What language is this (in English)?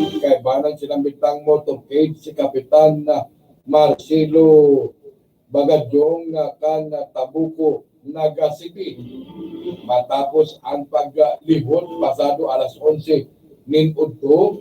Bikol